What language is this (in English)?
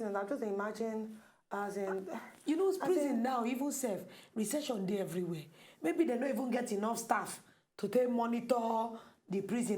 Nigerian Pidgin